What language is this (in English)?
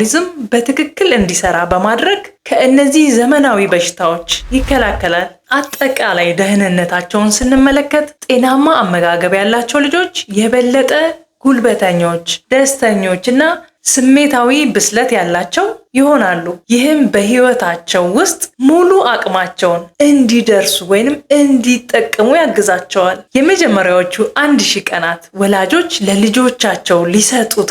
Amharic